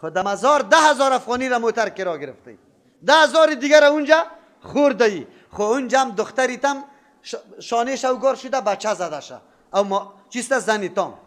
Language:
Persian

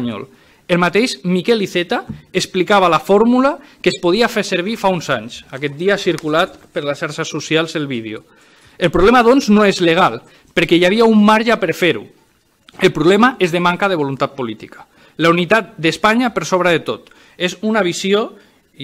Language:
Catalan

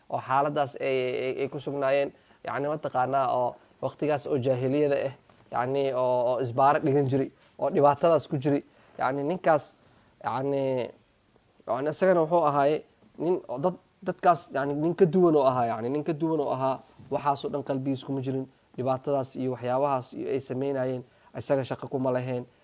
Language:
Somali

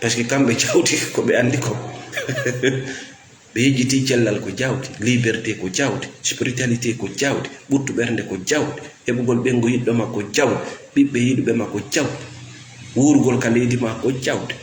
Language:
Fula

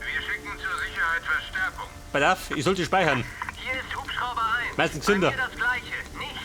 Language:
Bavarian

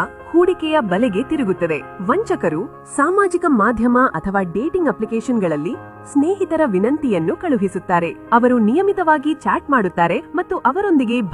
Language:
Kannada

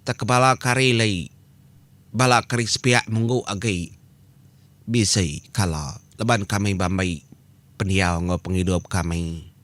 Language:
Iban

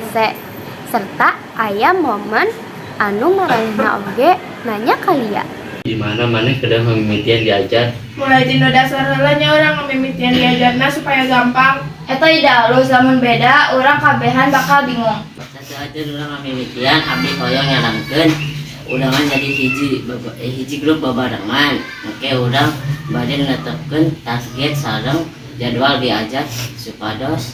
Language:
Sundanese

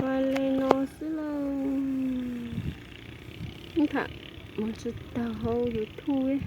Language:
Hmong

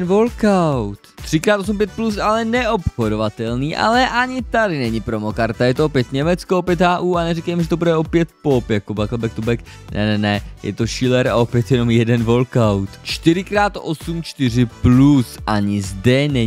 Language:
Czech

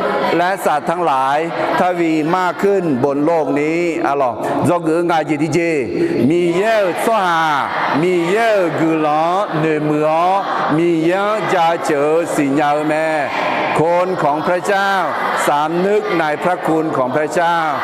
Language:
Akha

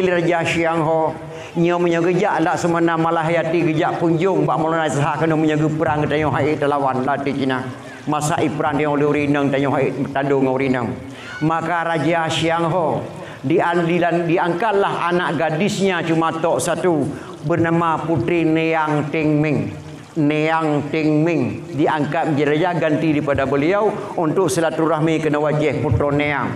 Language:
Achinese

